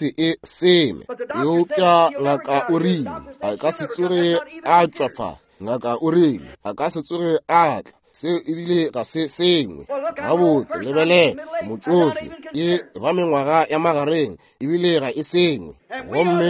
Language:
Northern Sotho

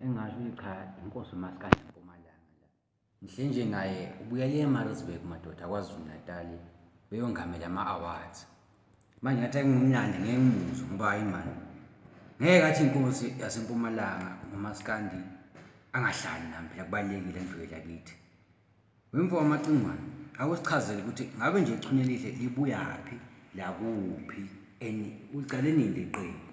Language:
Zulu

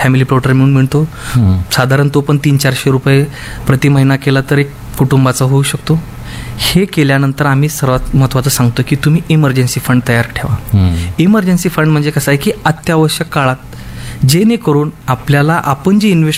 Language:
Marathi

